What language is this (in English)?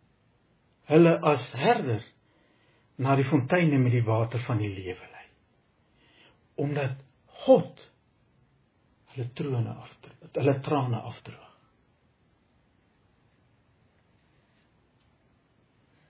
Afrikaans